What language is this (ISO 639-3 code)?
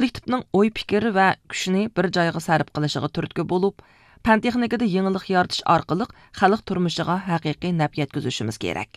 uig